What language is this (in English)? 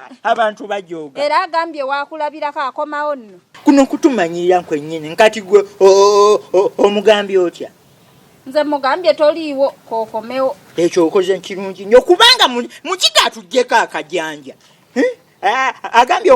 Ganda